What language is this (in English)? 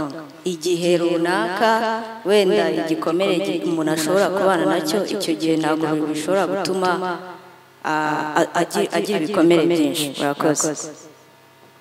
Kinyarwanda